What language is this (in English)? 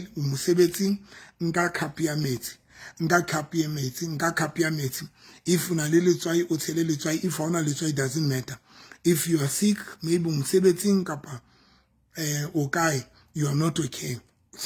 Southern Sotho